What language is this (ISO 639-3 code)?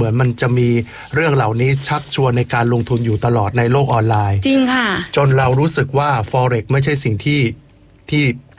tha